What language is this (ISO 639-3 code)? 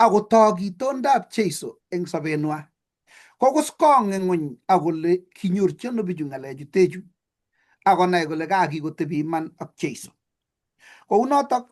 kln